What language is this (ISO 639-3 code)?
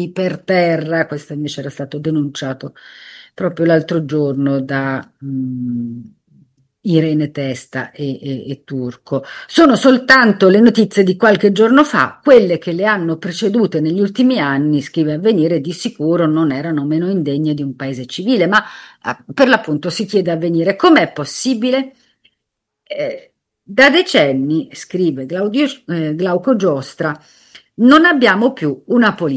ita